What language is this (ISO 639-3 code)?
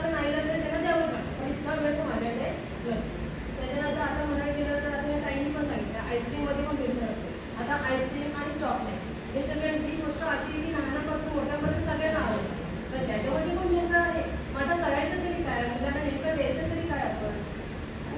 mar